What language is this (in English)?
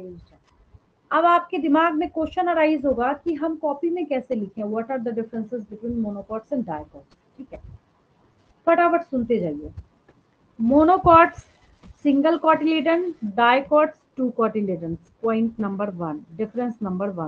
Hindi